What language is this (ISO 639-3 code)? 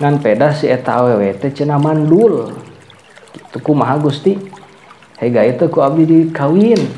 sun